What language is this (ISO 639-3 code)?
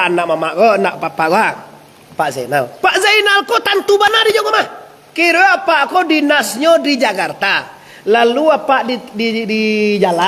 min